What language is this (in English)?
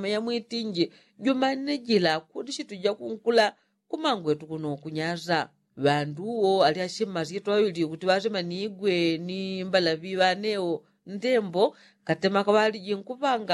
Yao